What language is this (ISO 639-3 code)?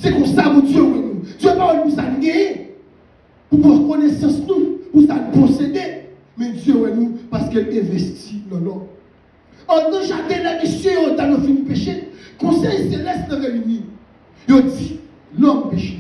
hat